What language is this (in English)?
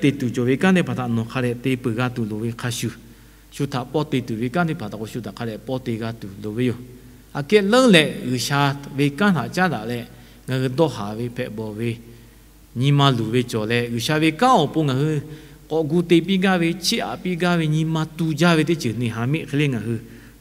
Lahu